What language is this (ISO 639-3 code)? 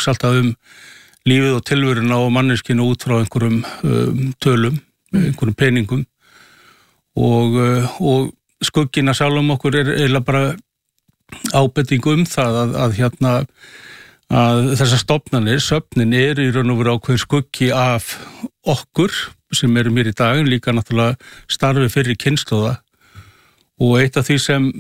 isl